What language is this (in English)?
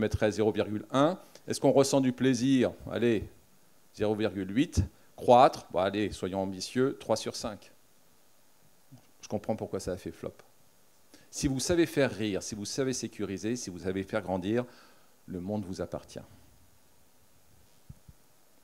French